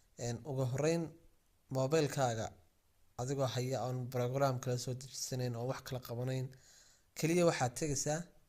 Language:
Somali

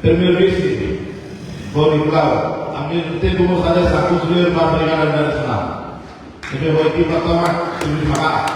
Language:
Tetum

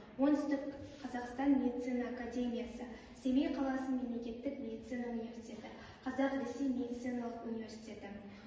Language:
Kazakh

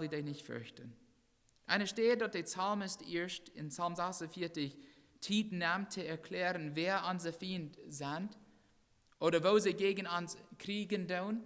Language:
Plautdietsch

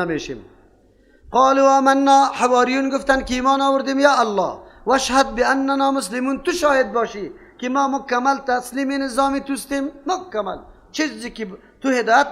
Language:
Persian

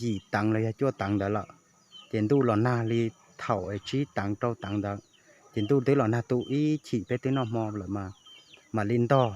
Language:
Hmong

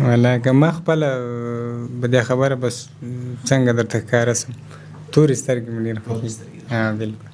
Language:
Pashto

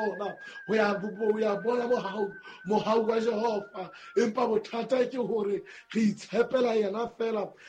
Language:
Southern Sotho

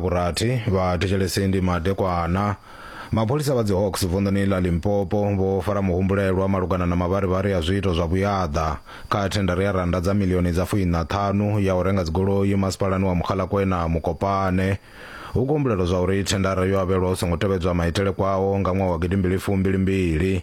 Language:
Venda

